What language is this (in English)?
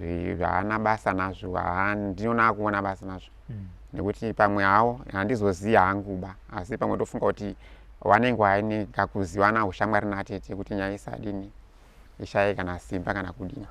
Shona